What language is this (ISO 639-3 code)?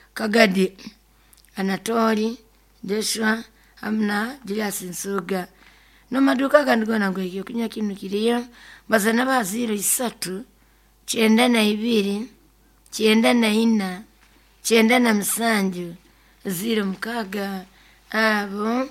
nyo